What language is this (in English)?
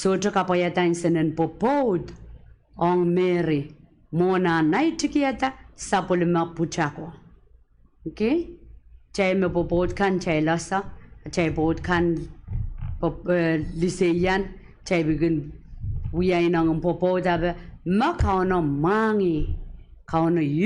Pohnpeian